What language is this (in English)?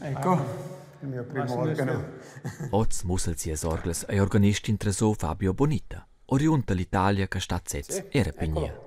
Romansh